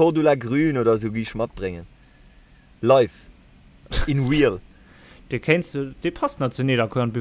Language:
Luxembourgish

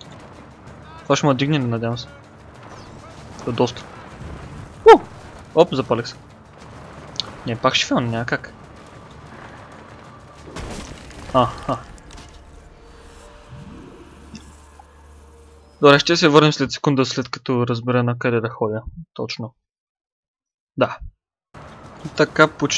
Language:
Bulgarian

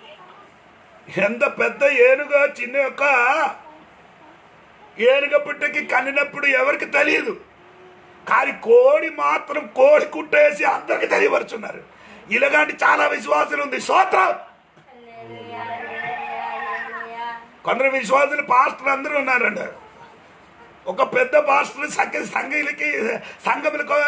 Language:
Telugu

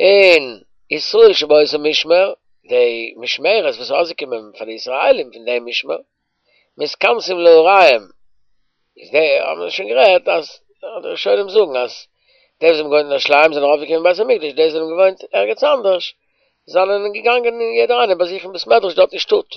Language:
Yiddish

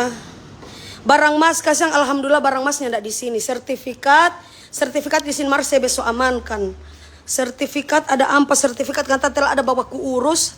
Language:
Manado Malay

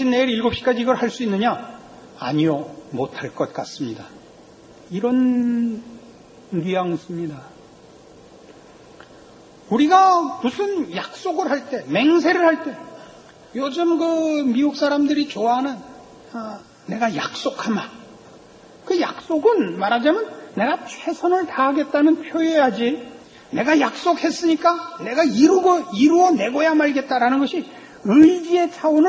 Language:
Korean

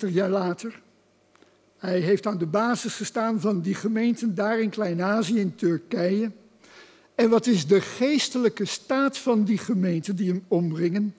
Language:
Dutch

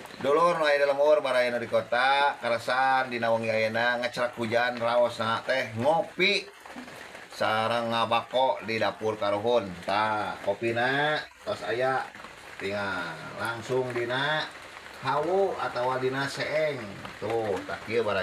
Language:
Sundanese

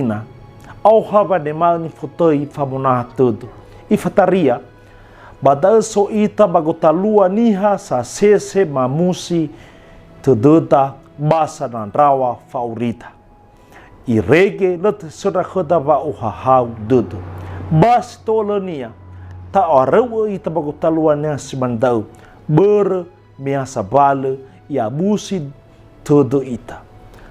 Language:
Nias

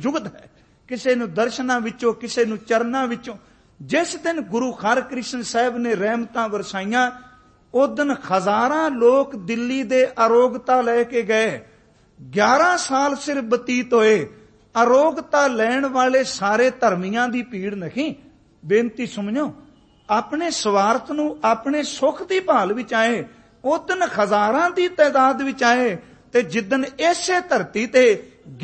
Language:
Punjabi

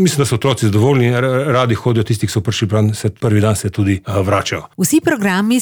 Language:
Slovenian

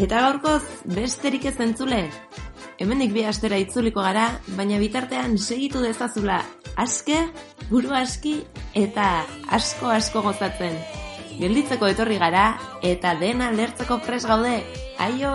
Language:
Basque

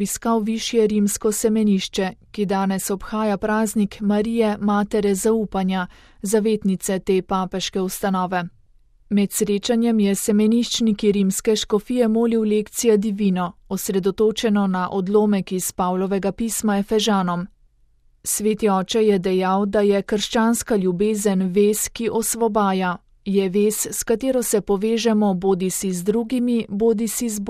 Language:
Slovenian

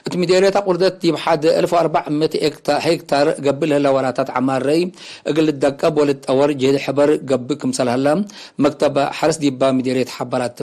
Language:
Tigre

